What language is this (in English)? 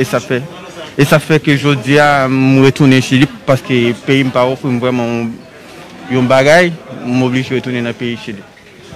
Haitian Creole